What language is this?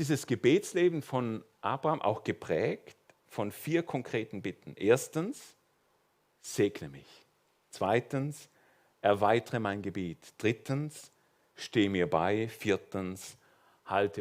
Swiss German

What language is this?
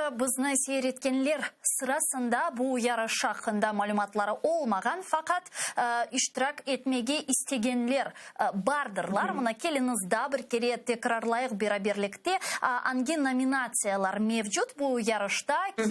Crimean Tatar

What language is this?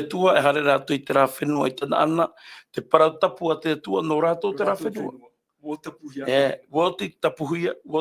Tahitian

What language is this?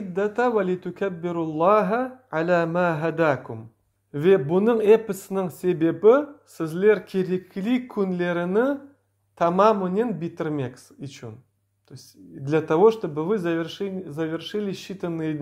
Crimean Tatar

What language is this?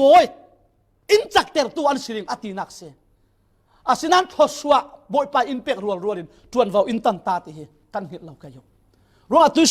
Falam Chin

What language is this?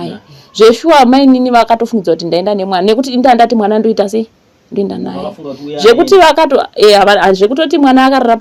Shona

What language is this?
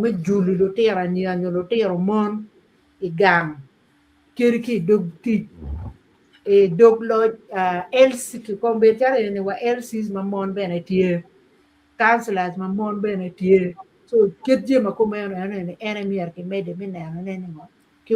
Acoli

